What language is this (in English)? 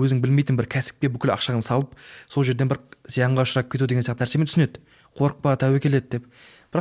Kazakh